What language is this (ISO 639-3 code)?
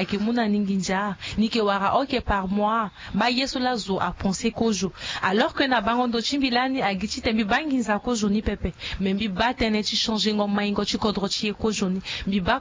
sag